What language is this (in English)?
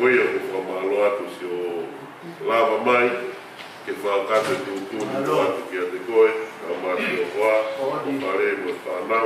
Tongan